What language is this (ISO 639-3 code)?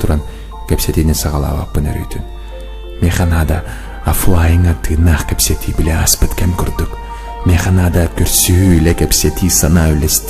sah